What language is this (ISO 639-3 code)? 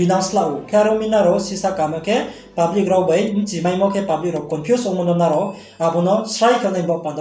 ria